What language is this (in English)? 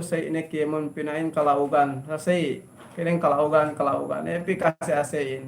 Yakan